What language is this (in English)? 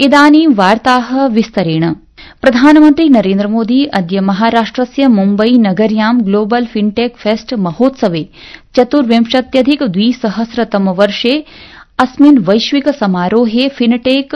Sanskrit